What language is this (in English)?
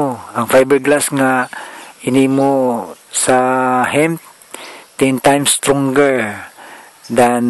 Cebuano